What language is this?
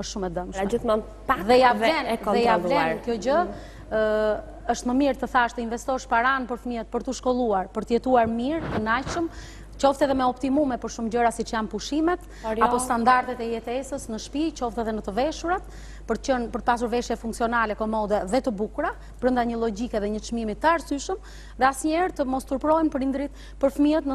Albanian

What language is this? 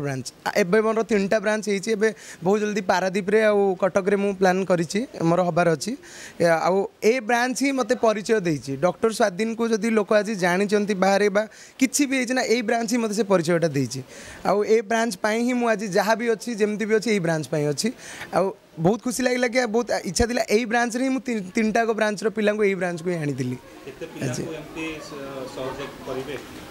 Odia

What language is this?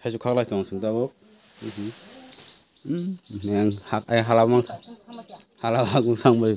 Kok Borok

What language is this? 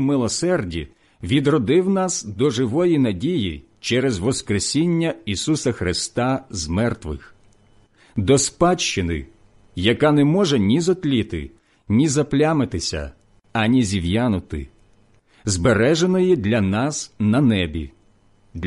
Ukrainian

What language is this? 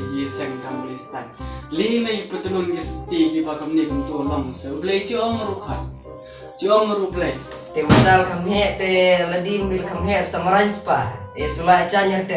Khasi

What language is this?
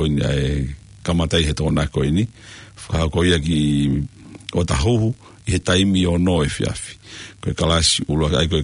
Tongan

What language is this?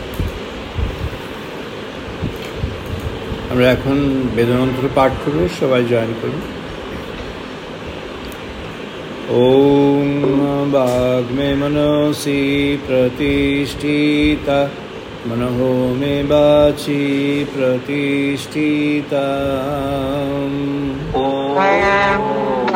Bangla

